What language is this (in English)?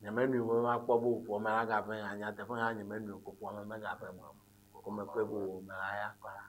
Ewe